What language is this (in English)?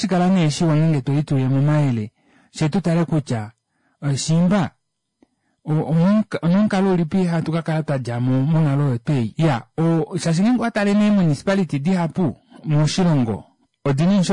Kuanyama